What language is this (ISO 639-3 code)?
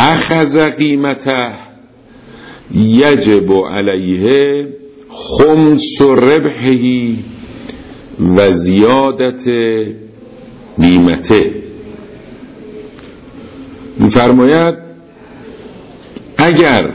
fas